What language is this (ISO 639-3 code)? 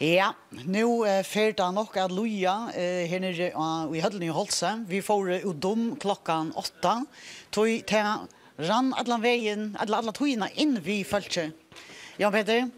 fao